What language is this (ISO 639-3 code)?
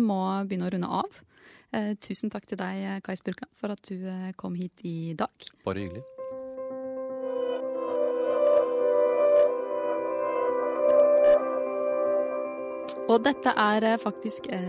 nor